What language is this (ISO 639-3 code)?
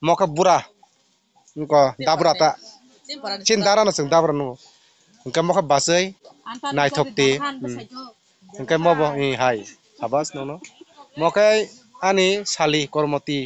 trp